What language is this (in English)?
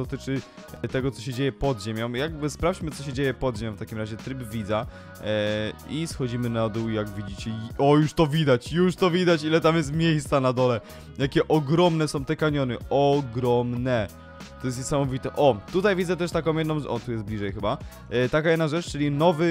Polish